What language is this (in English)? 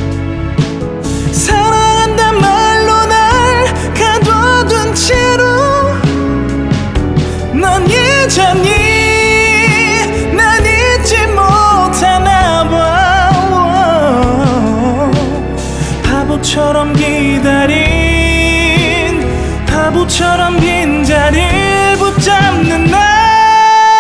Korean